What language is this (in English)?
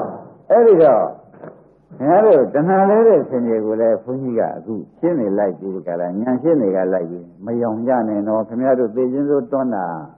Burmese